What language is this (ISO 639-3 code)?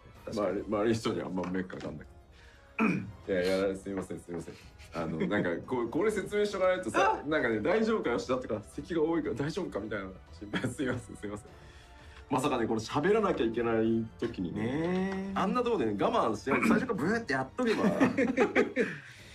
jpn